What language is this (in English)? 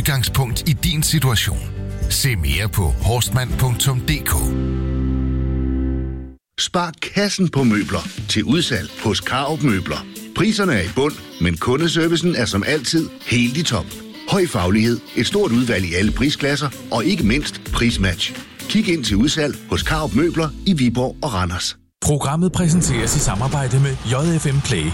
Danish